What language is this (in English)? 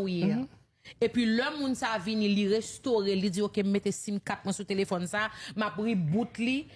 Haitian Creole